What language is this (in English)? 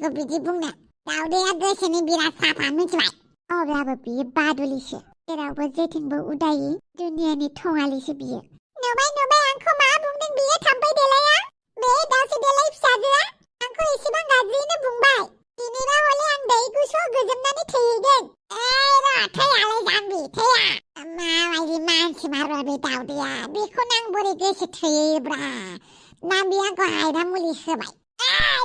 Bodo